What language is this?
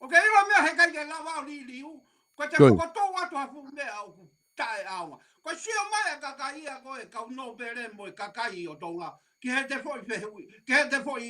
Tongan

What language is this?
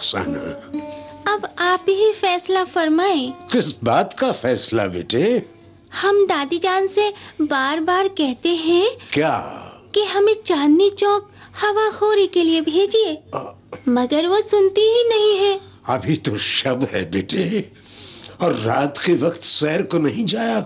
Hindi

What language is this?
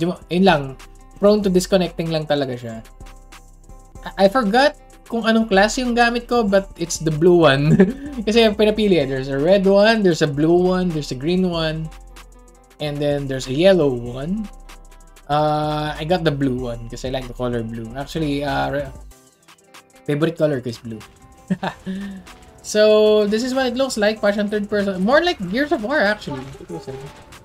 Filipino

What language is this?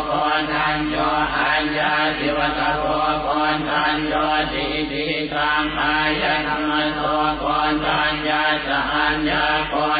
Pali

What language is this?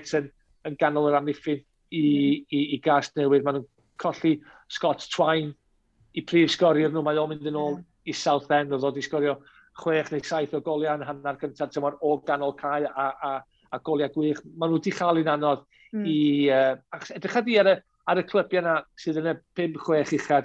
Welsh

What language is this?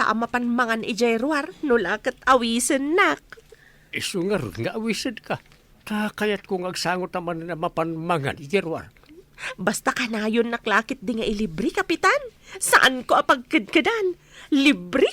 Iloko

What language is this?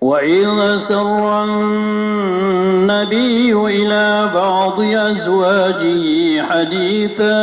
Maranao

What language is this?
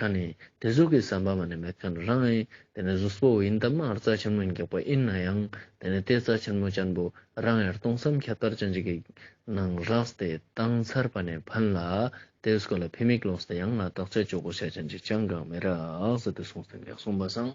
Ladakhi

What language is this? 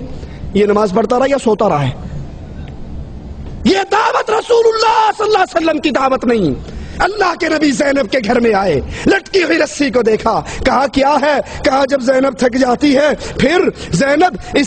Urdu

